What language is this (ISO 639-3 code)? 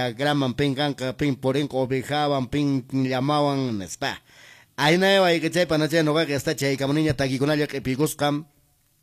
que